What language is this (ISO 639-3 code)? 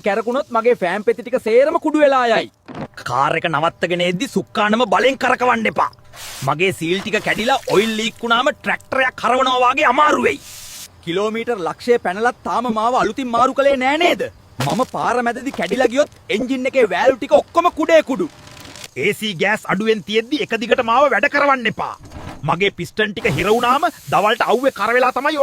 sin